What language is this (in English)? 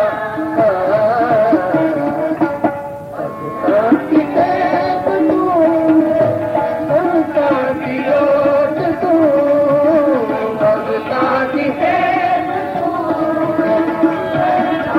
Hindi